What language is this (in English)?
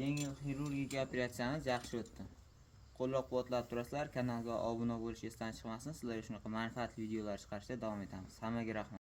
Uzbek